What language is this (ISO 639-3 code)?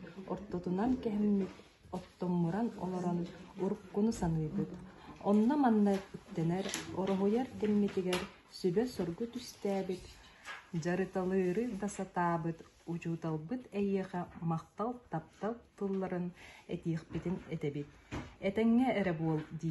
sah